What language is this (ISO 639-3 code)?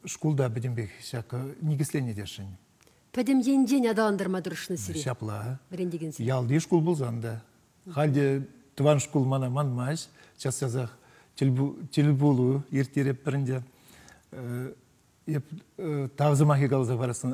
chv